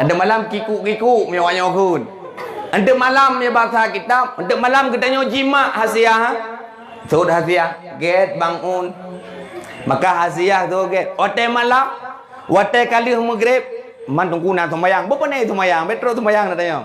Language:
Achinese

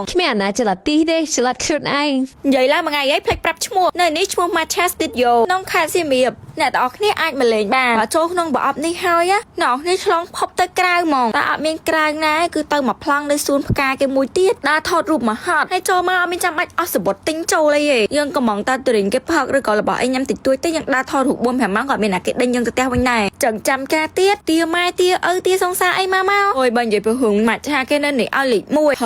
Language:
Khmer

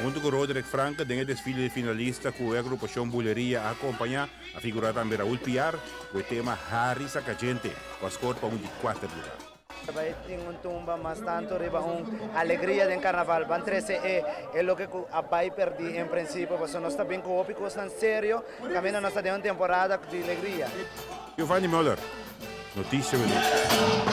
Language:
Papiamento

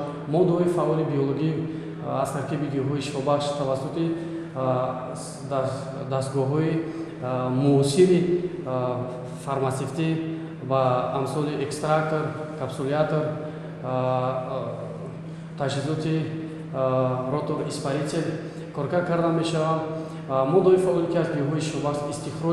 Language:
Tajik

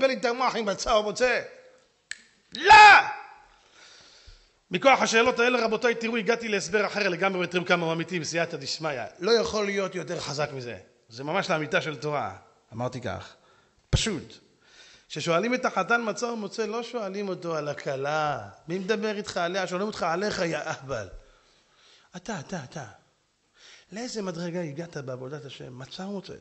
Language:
Hebrew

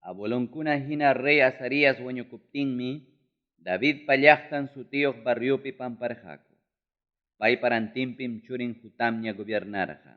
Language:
Ayacucho Quechua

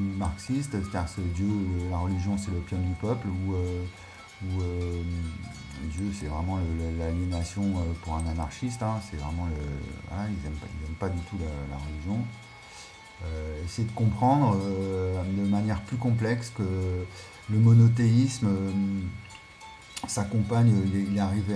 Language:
French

